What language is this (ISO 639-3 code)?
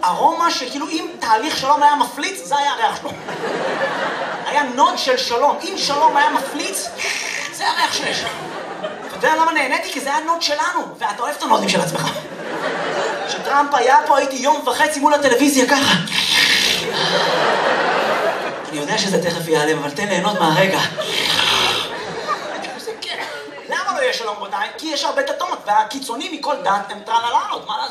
heb